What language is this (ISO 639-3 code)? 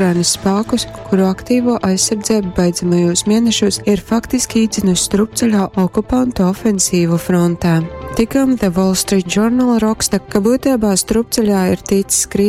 ltg